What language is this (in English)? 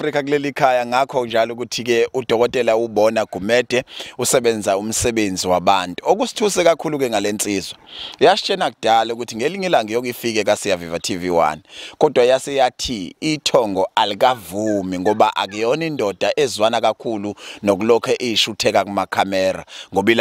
Zulu